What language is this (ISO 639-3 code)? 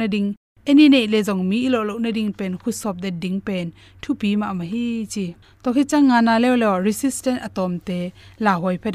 ctd